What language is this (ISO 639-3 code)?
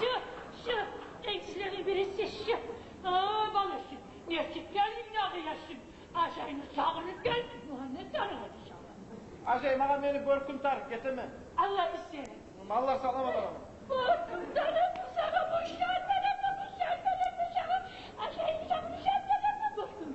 kum